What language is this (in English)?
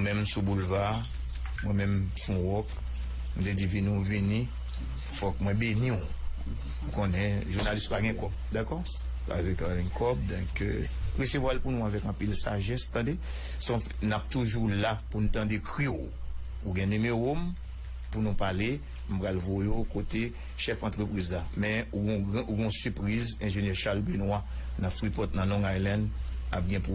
Haitian Creole